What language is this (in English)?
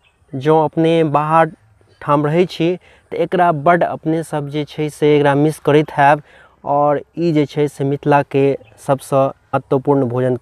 Maithili